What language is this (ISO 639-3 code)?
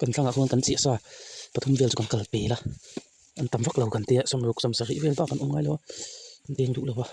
lus